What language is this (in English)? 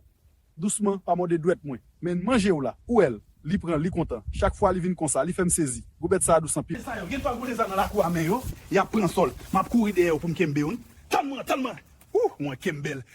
Haitian Creole